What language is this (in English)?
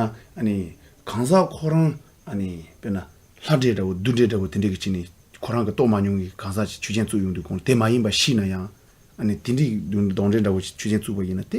Tibetan